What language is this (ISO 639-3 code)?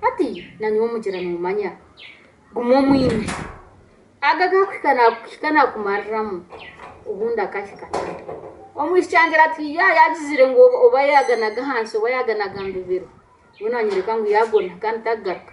nyn